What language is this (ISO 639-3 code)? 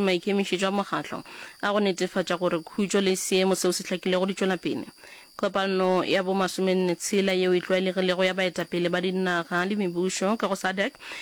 nso